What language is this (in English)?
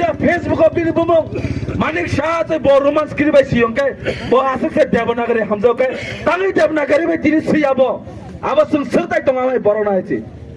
Kok Borok